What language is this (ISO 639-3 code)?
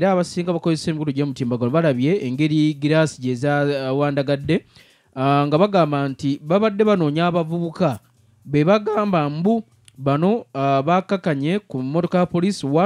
lug